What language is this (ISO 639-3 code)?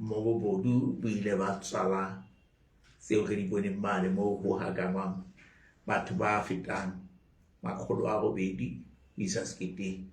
sot